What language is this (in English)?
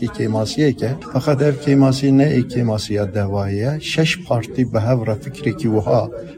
Kurdish